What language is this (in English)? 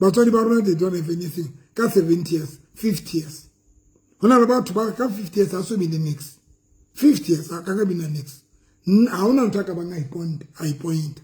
Southern Sotho